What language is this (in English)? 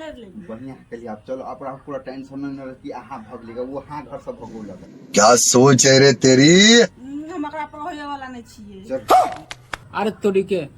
Maithili